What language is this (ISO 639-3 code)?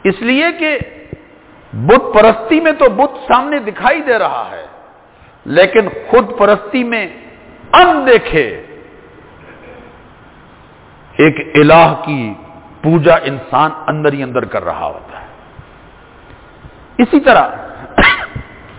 urd